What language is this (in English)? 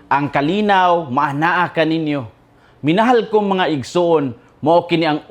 Cebuano